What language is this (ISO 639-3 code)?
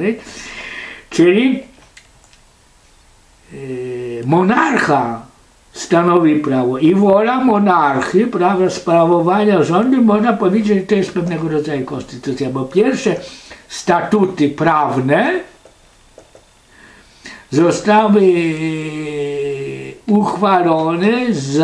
pol